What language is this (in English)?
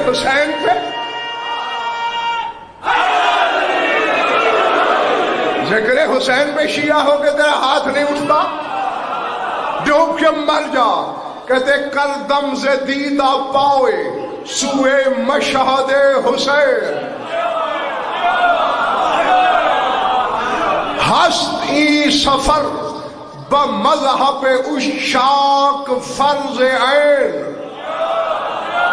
Urdu